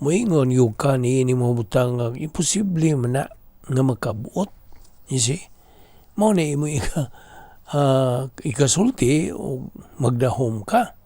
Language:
Cebuano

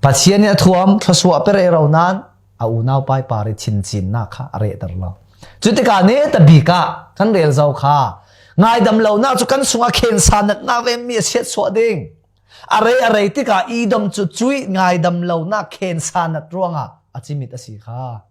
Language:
Falam Chin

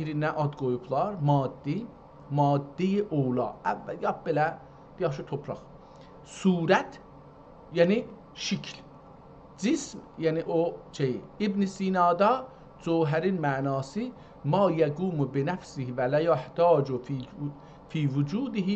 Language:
South Azerbaijani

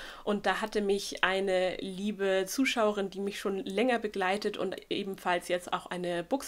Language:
German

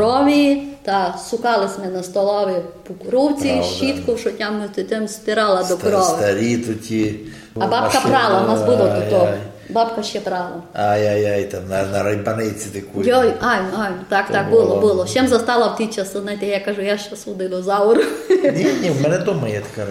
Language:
Rusyn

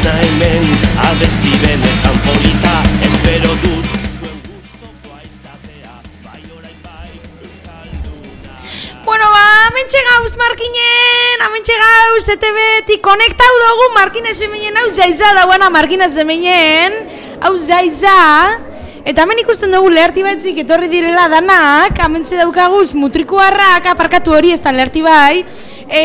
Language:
Basque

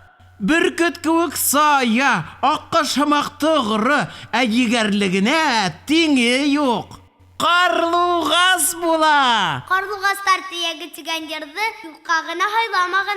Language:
Bashkir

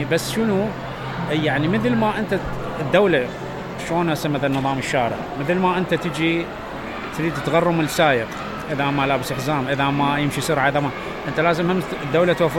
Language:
Mesopotamian Arabic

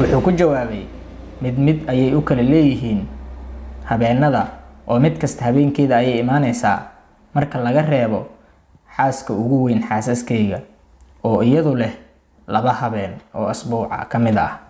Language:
Somali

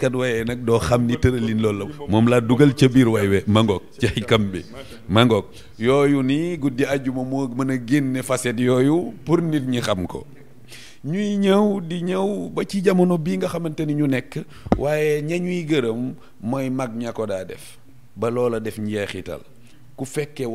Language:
Wolof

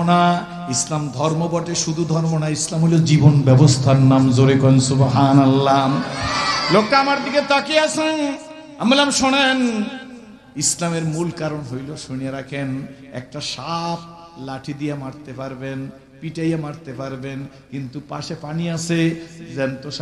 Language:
Bangla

